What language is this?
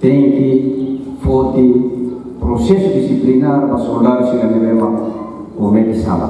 Tetum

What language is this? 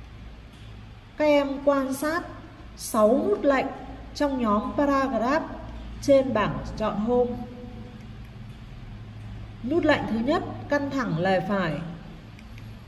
Vietnamese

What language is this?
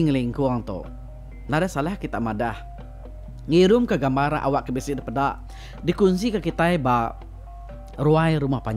Iban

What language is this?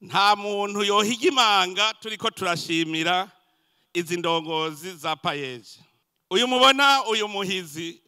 Rundi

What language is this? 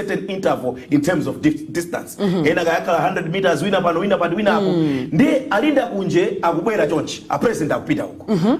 Nyanja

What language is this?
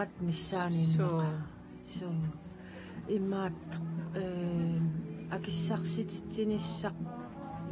Kalaallisut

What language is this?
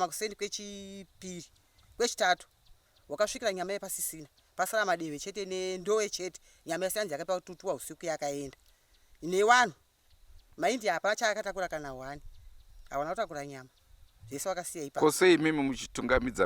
Shona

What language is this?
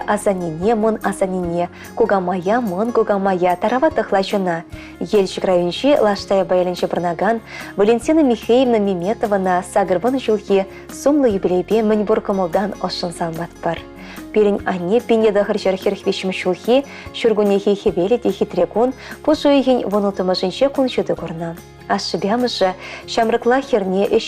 Chuvash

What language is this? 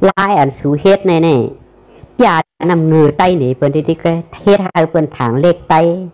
Shan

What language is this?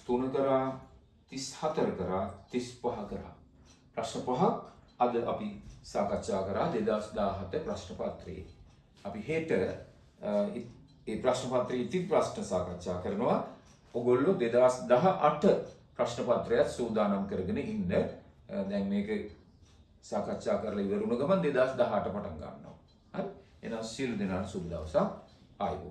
Sinhala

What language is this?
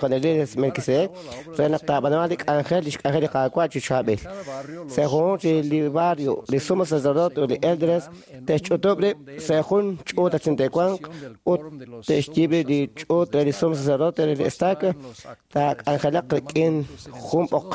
Kekchí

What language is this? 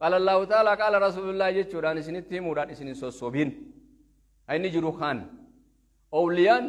Oromo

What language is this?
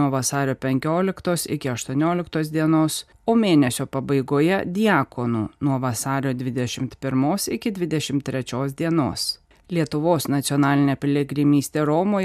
Lithuanian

